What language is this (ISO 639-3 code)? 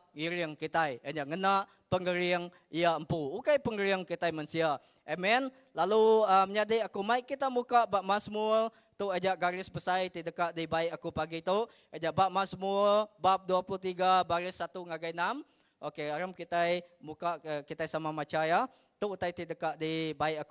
iba